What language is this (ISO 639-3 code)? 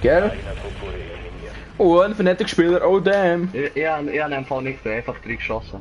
gsw